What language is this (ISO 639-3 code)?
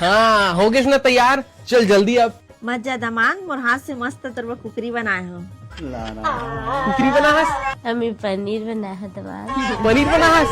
hne